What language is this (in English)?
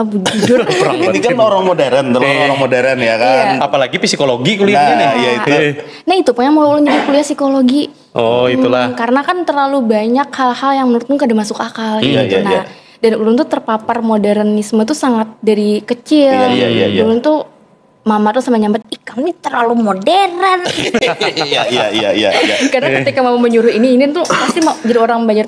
Banjar